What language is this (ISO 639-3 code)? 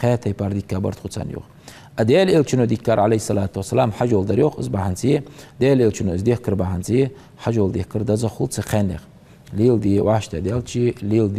inh